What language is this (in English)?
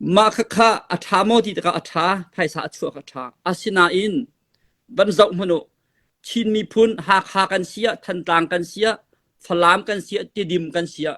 Hakha Chin